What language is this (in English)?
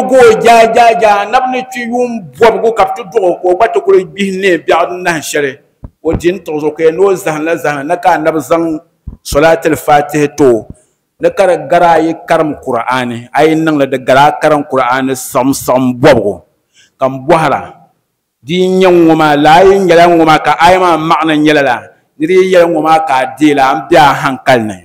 Dagbani